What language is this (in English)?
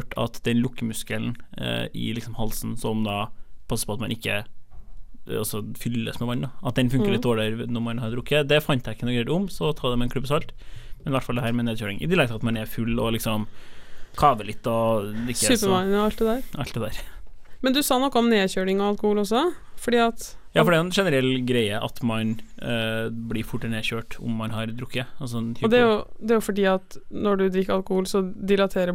Norwegian